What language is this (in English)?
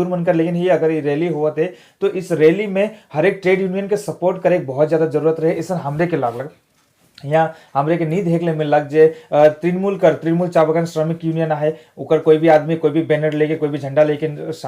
Sadri